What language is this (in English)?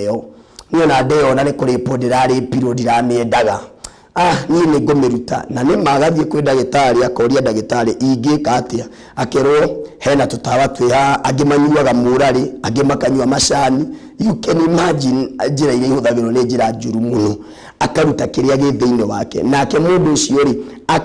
Kikuyu